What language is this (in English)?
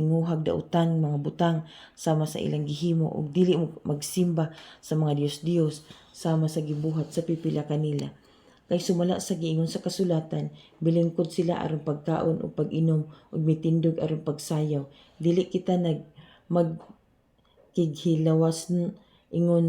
Cebuano